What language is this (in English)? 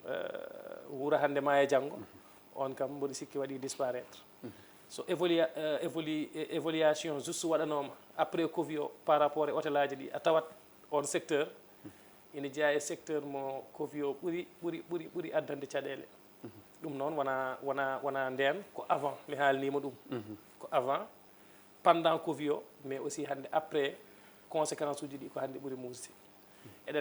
Fula